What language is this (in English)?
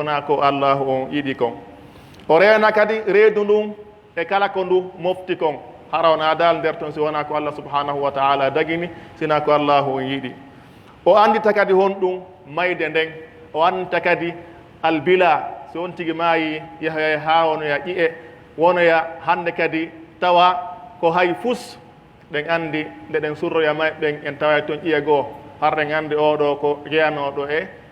Pular